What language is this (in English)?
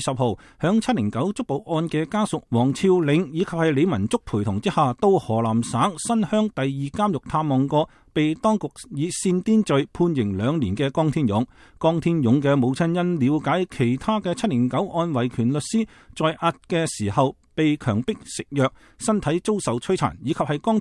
Cantonese